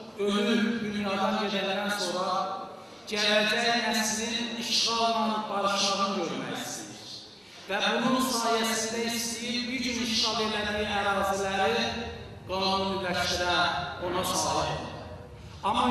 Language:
Azerbaijani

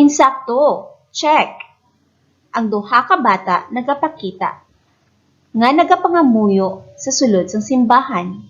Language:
Hiligaynon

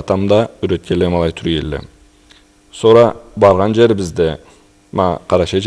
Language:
Karachay-Balkar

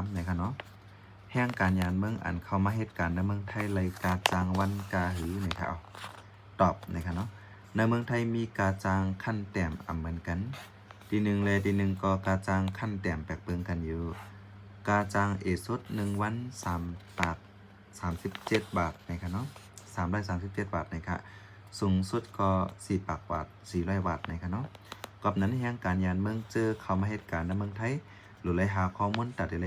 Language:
Shan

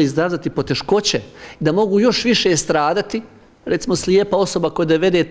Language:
Bosnian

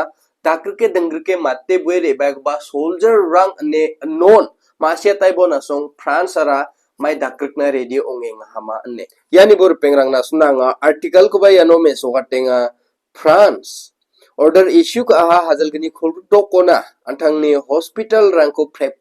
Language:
Garo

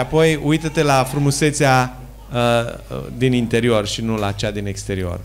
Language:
Romanian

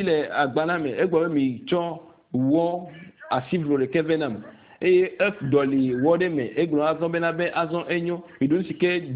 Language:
Ewe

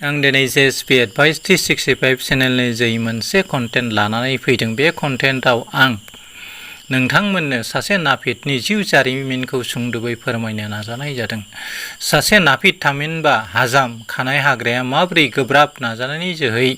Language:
Bodo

